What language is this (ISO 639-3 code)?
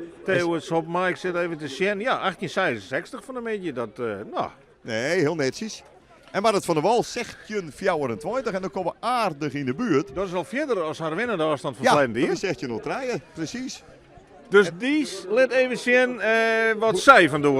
fry